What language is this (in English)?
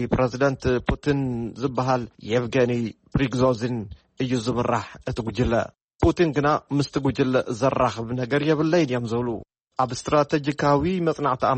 Tigrinya